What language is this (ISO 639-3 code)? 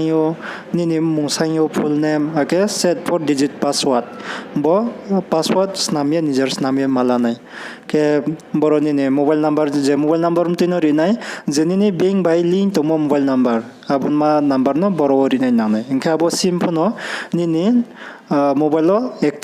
ria